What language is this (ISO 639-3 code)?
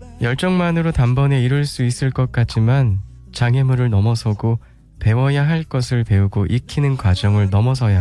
kor